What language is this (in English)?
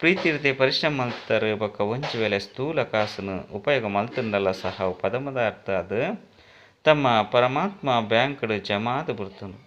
Tulu